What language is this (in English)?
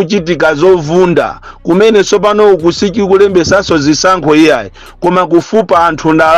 Nyanja